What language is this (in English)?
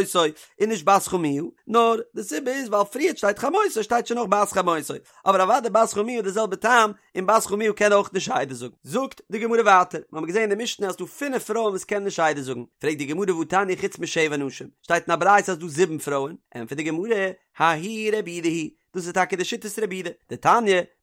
Yiddish